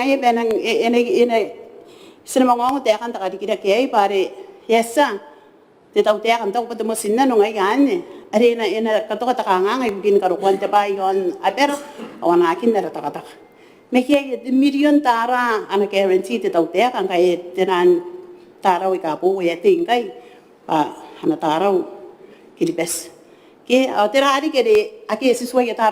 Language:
Gilbertese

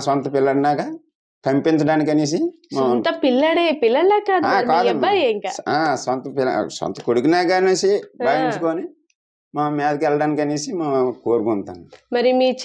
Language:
Telugu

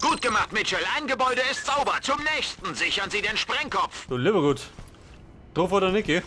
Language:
Bavarian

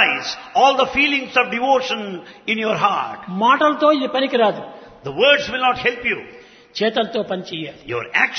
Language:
Telugu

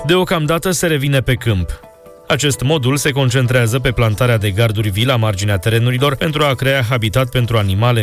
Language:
Romanian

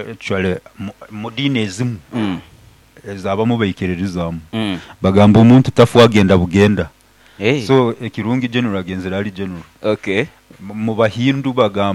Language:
Nyoro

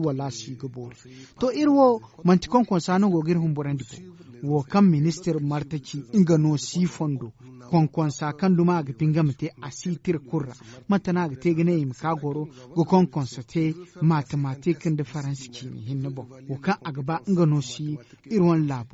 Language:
Zarma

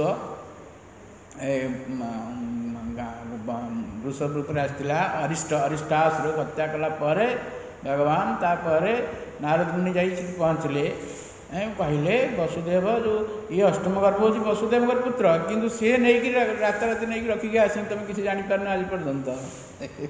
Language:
Odia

